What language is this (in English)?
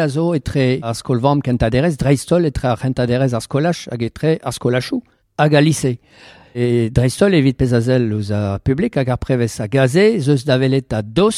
Breton